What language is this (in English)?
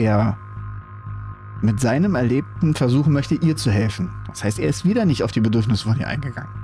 German